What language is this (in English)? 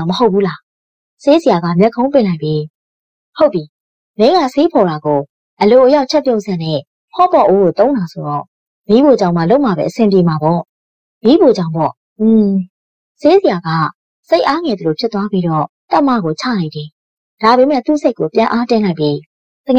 Burmese